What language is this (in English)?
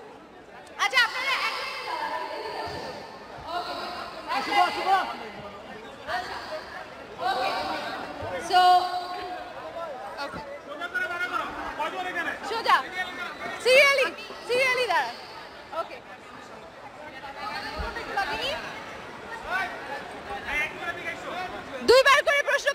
Bangla